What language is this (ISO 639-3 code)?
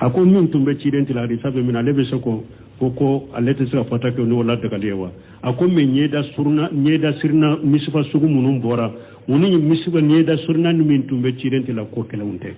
bam